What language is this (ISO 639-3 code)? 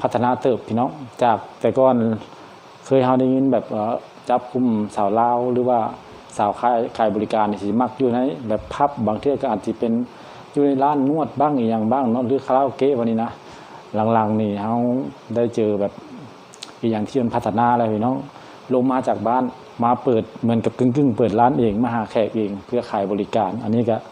lao